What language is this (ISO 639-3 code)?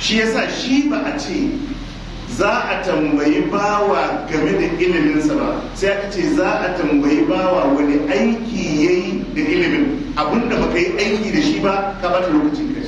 hau